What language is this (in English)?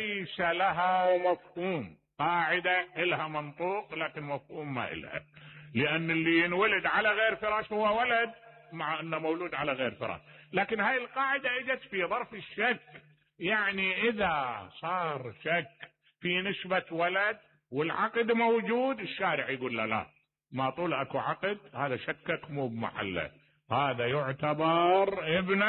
Mesopotamian Arabic